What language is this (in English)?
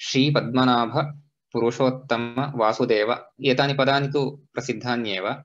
Sanskrit